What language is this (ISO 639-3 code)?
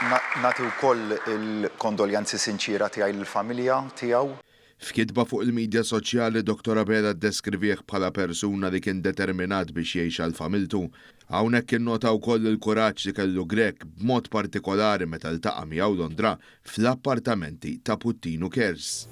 mlt